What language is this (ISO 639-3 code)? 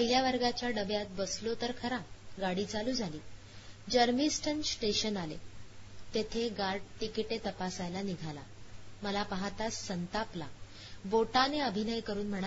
mar